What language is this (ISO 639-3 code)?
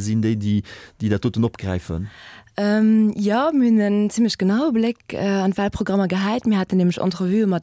ltz